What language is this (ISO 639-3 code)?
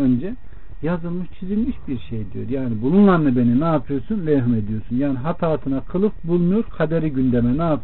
tur